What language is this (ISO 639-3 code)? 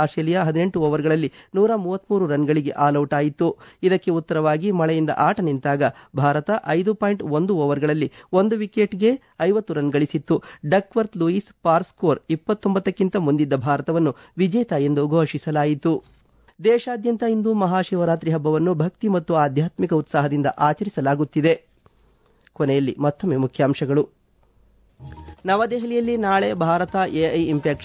kan